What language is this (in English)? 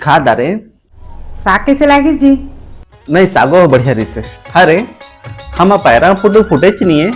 Chhattisgarhi